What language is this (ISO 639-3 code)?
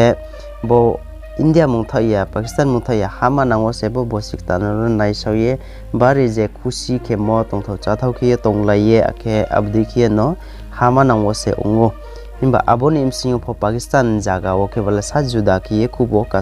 ria